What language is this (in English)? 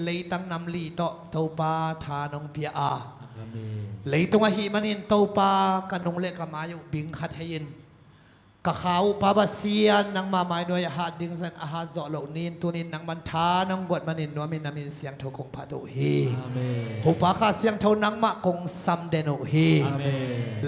Tedim Chin